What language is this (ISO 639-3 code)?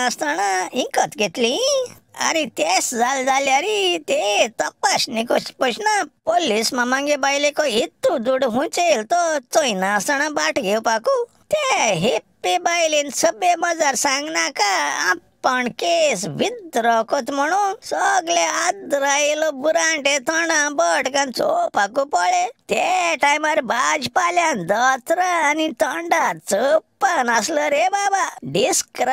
kok